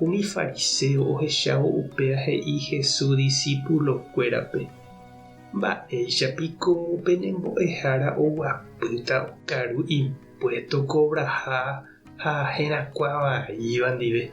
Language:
Guarani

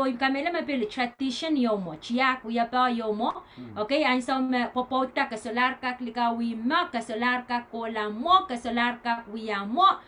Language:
Pohnpeian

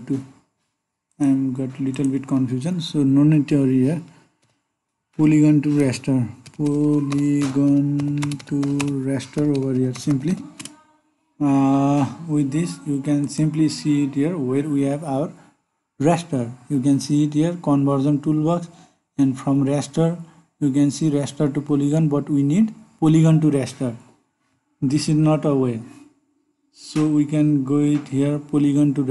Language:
English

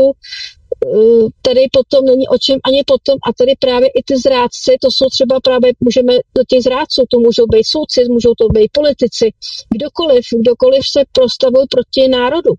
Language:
Czech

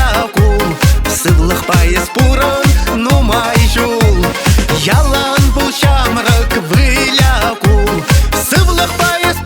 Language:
Chuvash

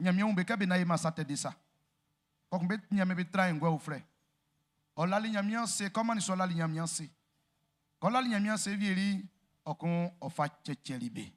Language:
Baoulé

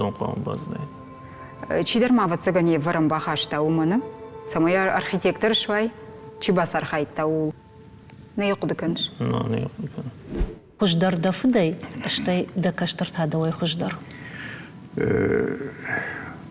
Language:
Ossetic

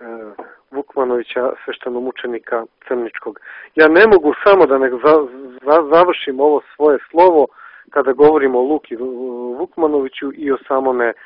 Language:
Serbian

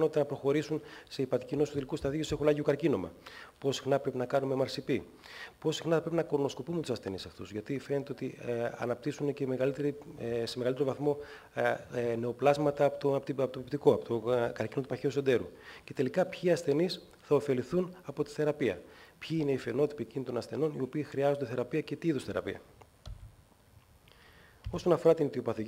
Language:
Greek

